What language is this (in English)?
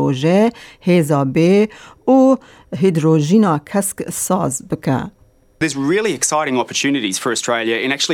Kurdish